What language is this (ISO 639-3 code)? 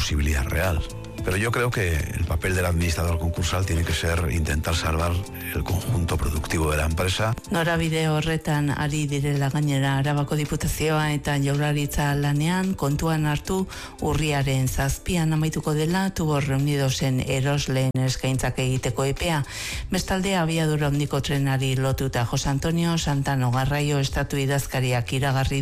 eus